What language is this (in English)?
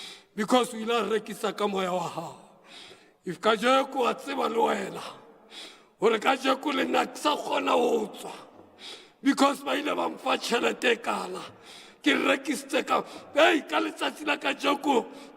Southern Sotho